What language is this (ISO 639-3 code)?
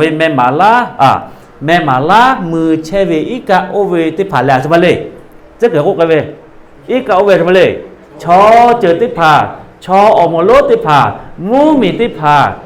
lhu